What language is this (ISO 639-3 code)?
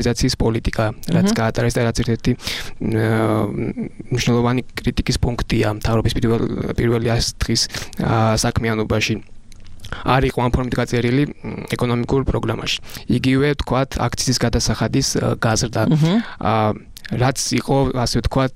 kat